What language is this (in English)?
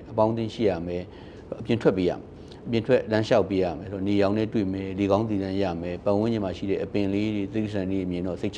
Burmese